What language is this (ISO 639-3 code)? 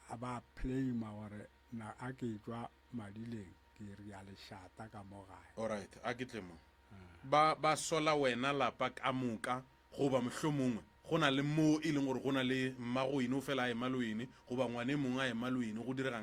nso